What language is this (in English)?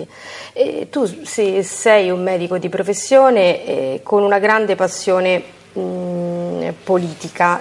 Italian